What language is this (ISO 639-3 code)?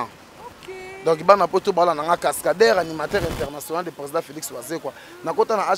lin